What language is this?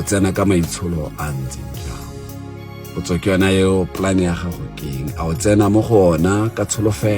Tswana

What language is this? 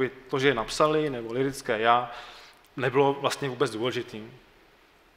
Czech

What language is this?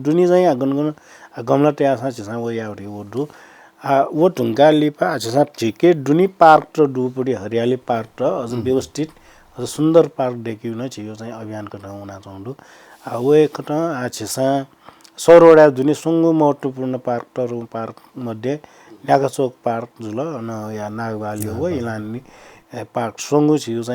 Newari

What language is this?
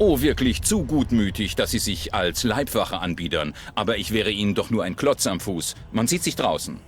Bavarian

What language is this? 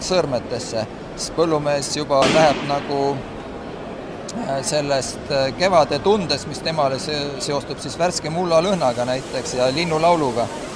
Estonian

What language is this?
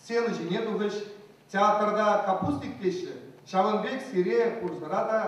Chuvash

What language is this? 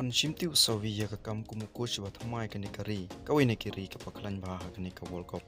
Khasi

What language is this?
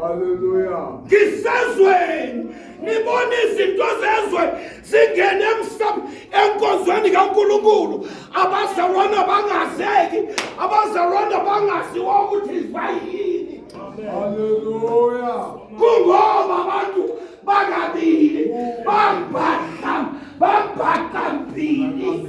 Zulu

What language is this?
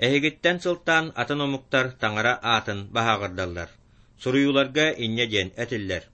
Yakut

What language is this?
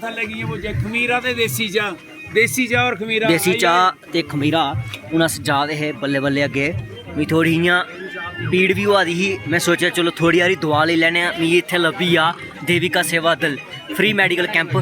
Dogri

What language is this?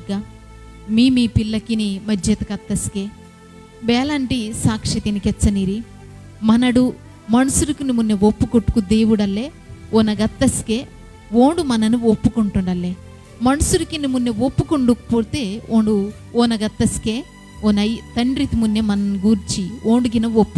Koya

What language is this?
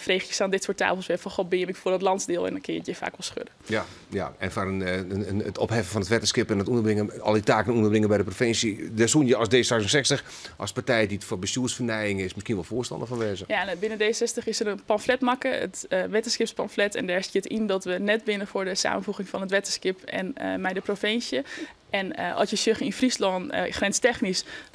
Western Frisian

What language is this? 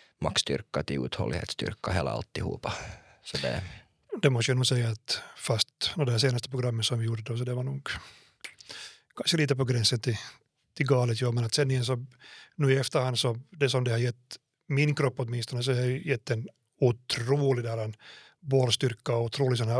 Swedish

